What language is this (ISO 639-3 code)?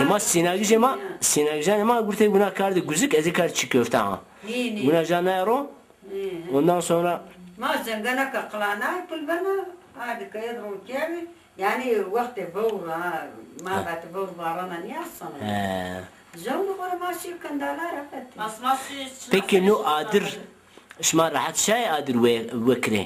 zza